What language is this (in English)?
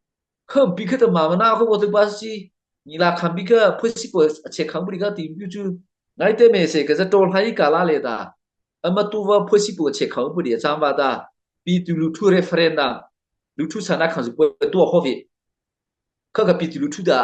Mara Chin